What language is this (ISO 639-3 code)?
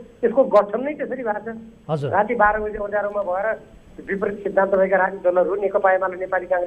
nep